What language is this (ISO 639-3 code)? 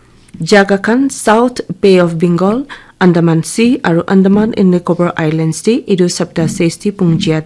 nag